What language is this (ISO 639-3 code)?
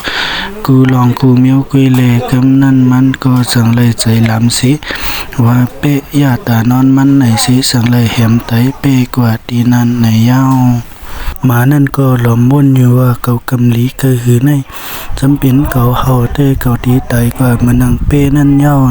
shn